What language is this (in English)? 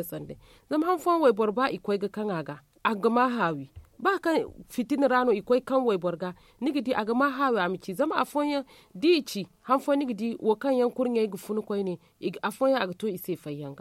Zarma